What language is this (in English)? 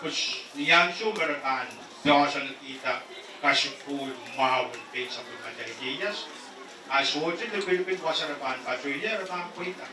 Pohnpeian